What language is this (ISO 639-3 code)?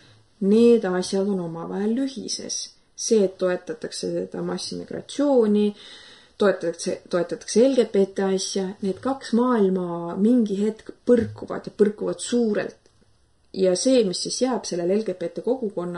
est